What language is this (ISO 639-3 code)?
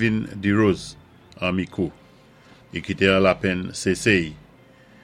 acf